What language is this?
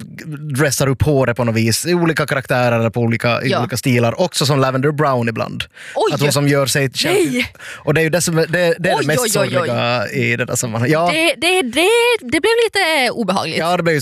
Swedish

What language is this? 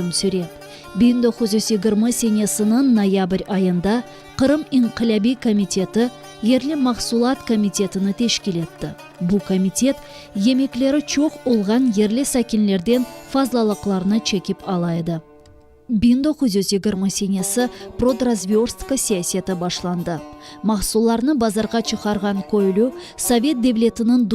Crimean Tatar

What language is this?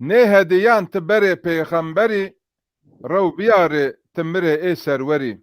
Zaza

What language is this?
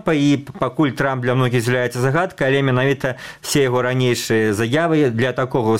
Belarusian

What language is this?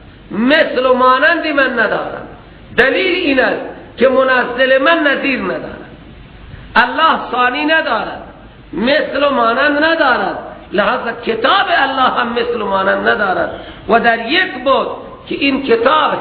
Persian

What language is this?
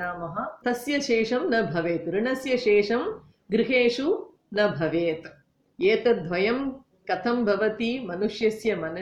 Sanskrit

